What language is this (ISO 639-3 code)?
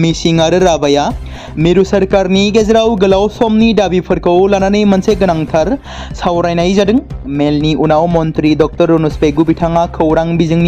brx